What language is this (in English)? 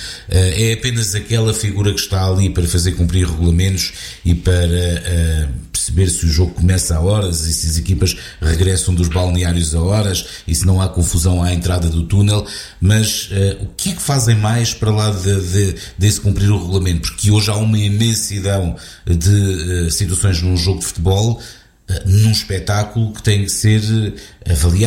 Portuguese